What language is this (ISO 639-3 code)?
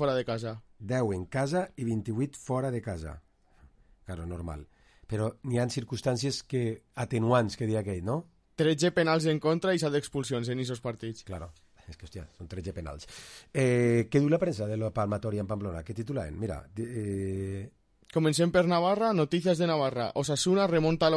cat